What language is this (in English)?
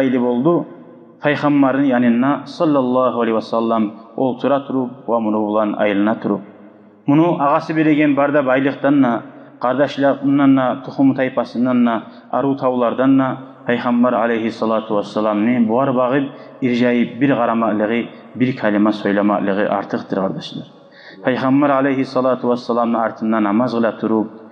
Kumyk